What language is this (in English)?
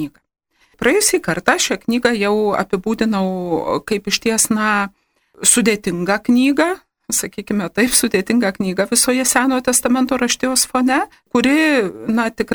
Lithuanian